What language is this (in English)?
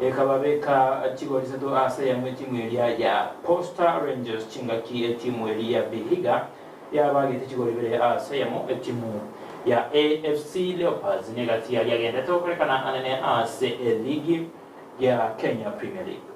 Gusii